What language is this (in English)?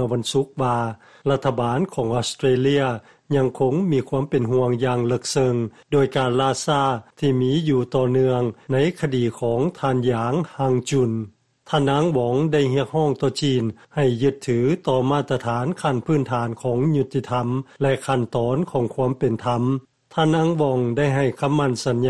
Lao